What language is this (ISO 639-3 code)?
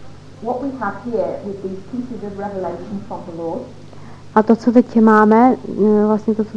ces